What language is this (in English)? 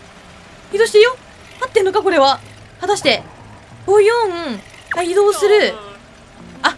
Japanese